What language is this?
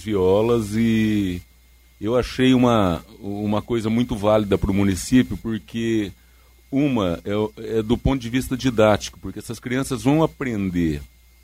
Portuguese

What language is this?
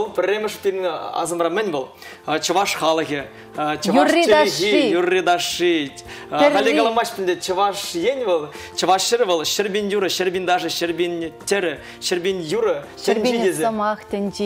Chuvash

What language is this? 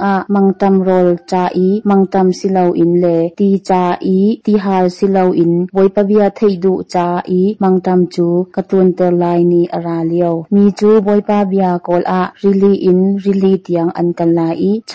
Hakha Chin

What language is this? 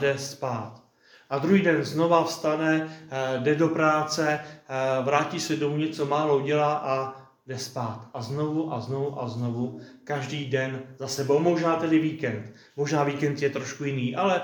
Czech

